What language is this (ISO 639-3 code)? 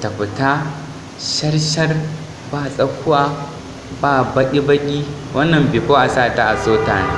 hau